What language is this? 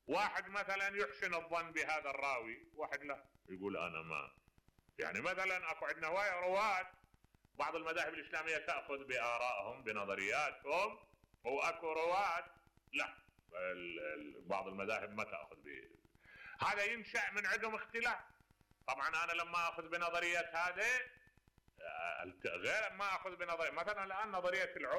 Mesopotamian Arabic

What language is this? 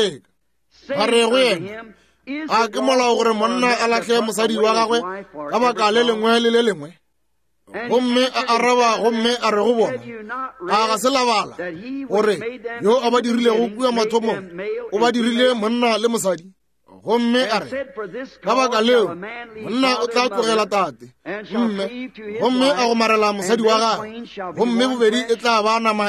Northern Sotho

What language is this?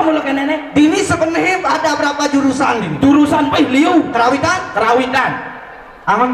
Balinese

